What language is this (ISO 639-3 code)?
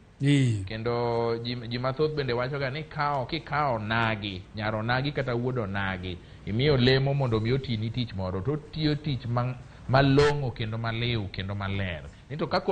luo